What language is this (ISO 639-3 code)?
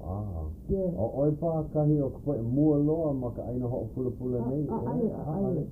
haw